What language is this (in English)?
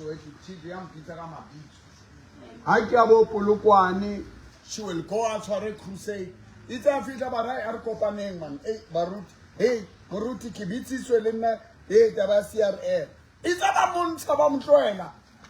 Southern Sotho